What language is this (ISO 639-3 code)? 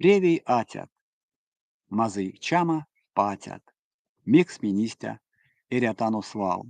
myv